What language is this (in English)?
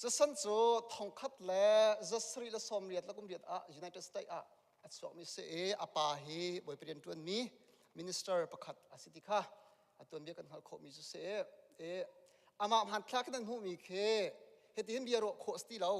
Hakha Chin